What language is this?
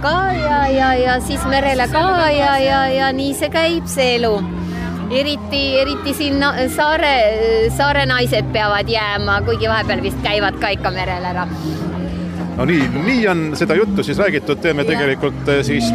Estonian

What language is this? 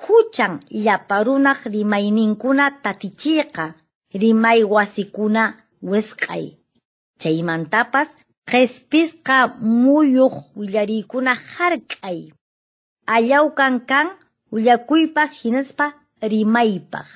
Quechua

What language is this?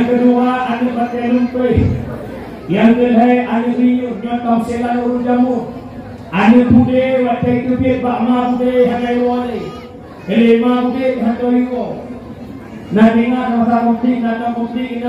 Achinese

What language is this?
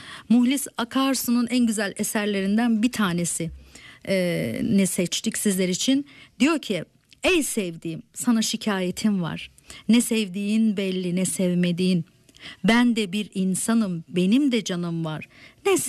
Turkish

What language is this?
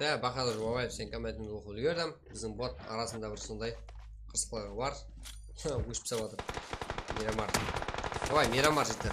Kara-Kalpak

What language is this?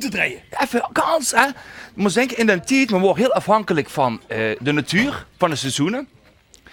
Limburgish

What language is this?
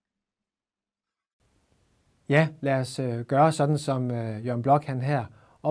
Danish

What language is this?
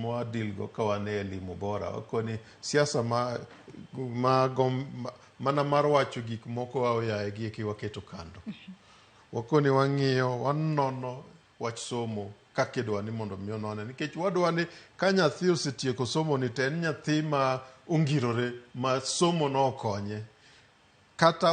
Luo (Kenya and Tanzania)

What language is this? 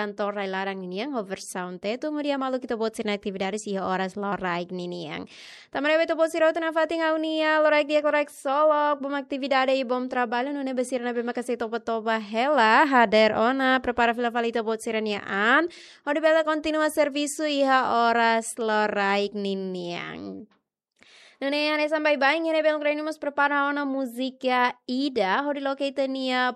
Tetum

